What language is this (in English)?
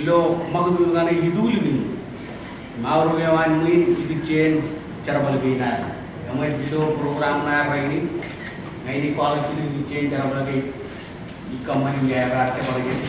Marshallese